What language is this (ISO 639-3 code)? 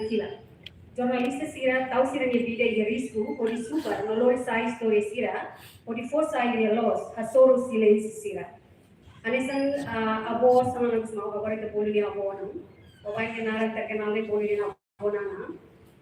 tet